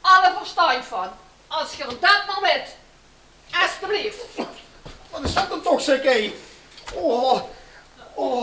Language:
Limburgish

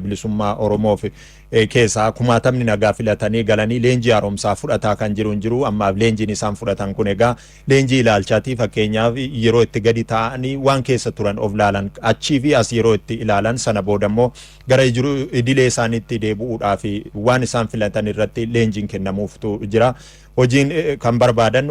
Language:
Oromo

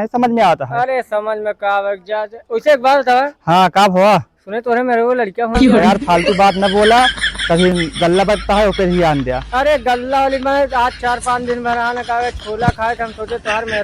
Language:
Awadhi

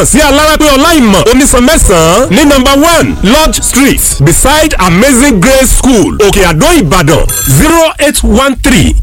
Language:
Yoruba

